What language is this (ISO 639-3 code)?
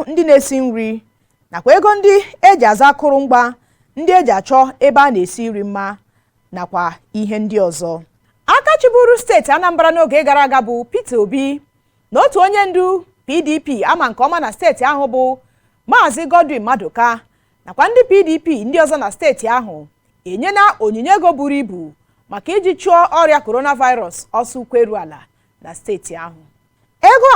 ibo